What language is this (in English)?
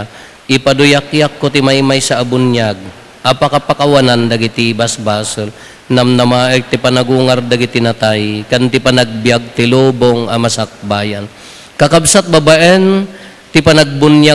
Iloko